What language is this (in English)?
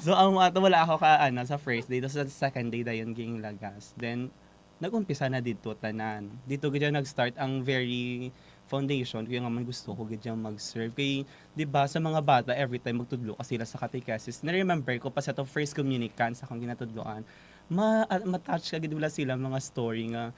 Hiligaynon